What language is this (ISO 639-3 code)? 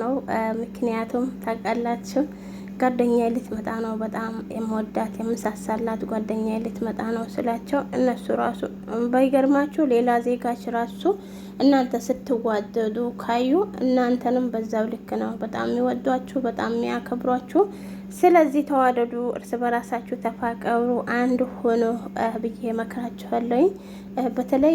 amh